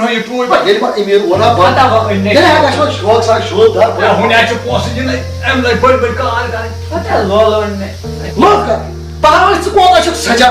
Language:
Kashmiri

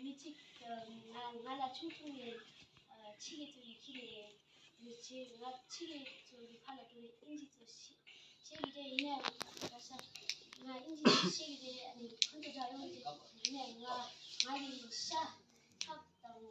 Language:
Tibetan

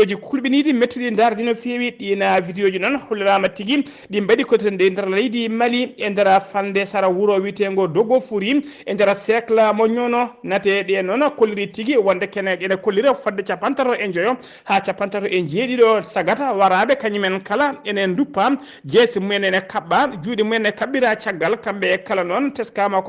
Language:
Fula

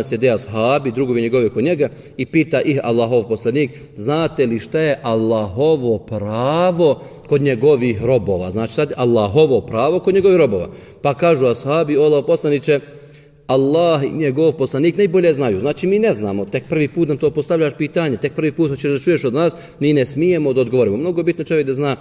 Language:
Bosnian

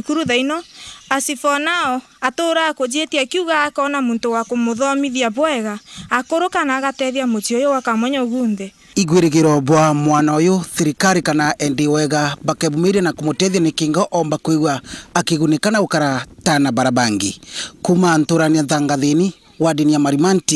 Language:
Meru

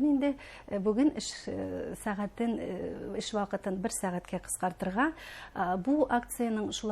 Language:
Bashkir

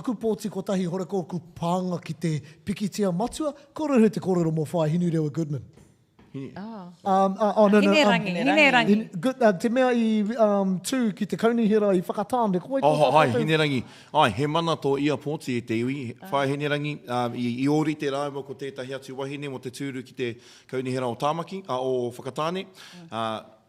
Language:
Māori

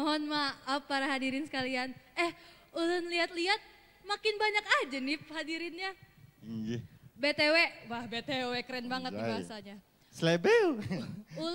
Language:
Banjar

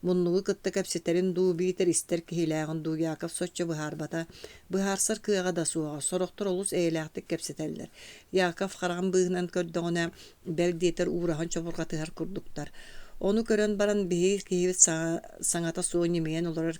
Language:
Yakut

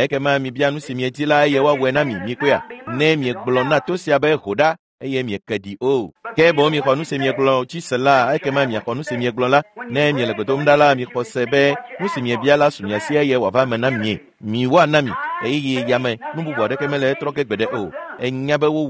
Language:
Ewe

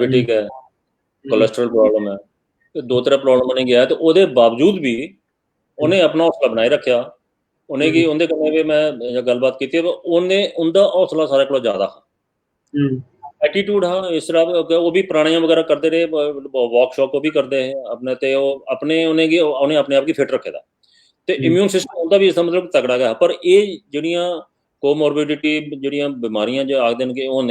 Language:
Dogri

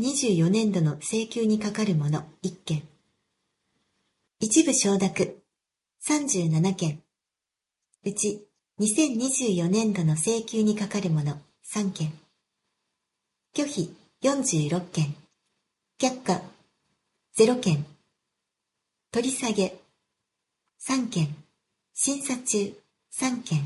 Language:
Japanese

